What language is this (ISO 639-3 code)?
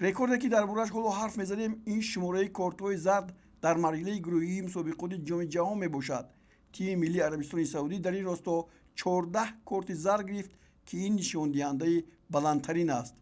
tgk